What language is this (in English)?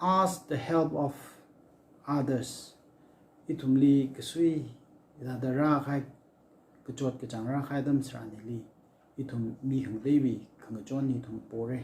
Tangkhul Naga (India)